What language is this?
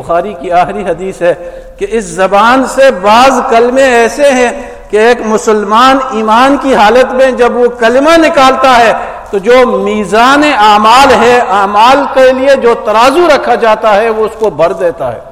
Urdu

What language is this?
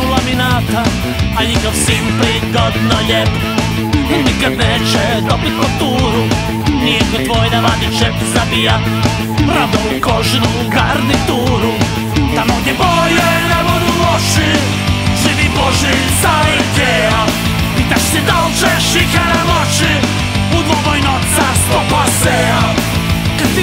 Croatian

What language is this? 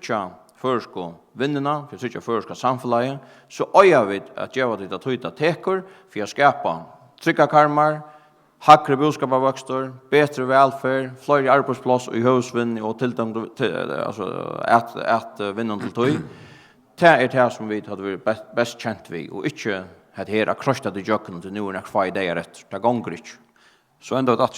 Faroese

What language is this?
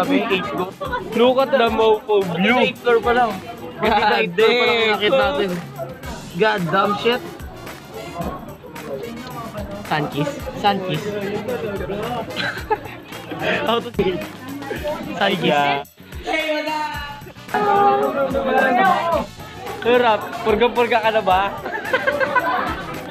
Filipino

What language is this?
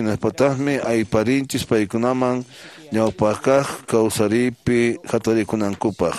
Quechua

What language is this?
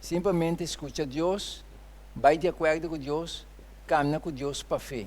Papiamento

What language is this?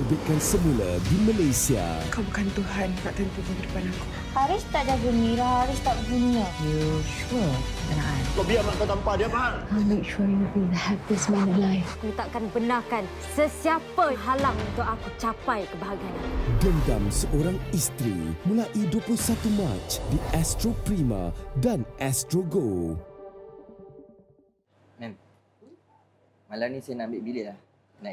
Malay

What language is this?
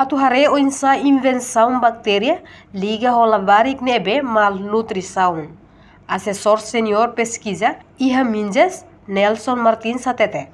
Tetum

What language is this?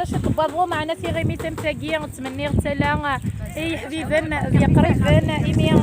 Kabyle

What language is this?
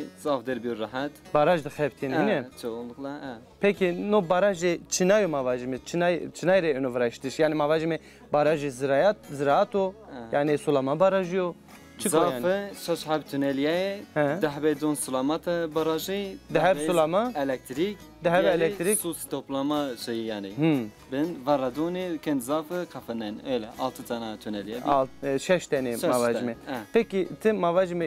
Zaza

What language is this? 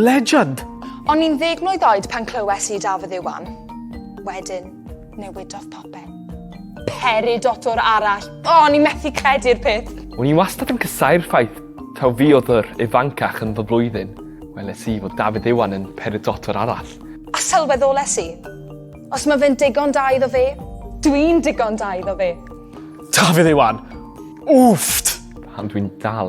Welsh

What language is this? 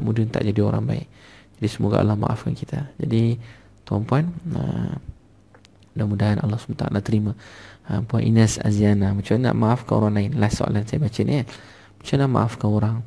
Malay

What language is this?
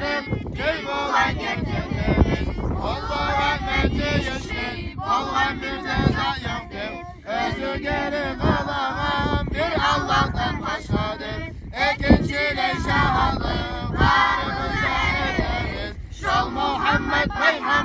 Kumyk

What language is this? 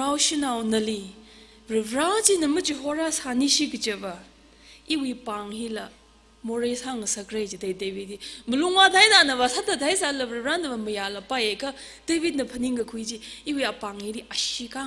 Tangkhul Naga (India)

